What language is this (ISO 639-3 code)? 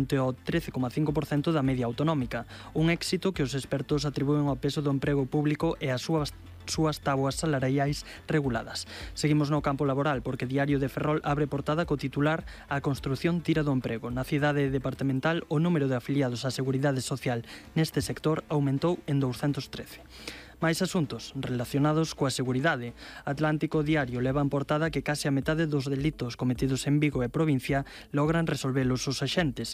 glg